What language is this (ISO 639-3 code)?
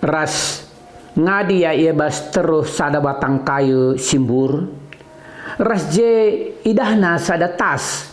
btx